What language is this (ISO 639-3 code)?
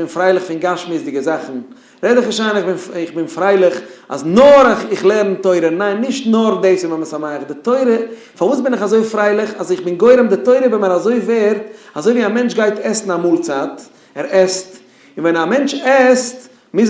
yid